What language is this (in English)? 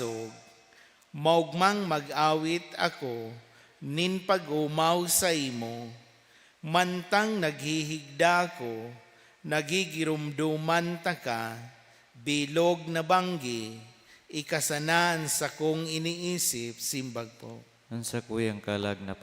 Bikol